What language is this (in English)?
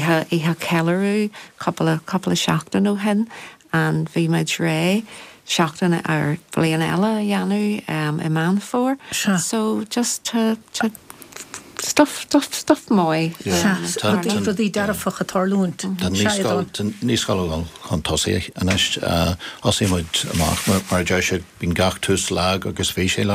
Irish